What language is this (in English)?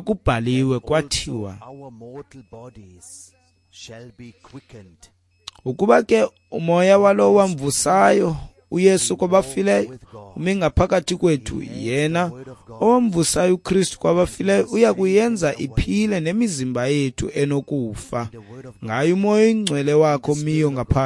Xhosa